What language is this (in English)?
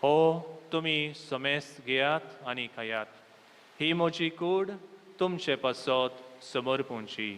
Konkani